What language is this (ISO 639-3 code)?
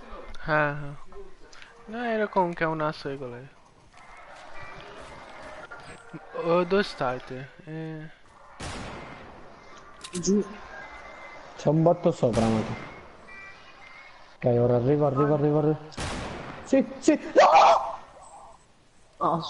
ita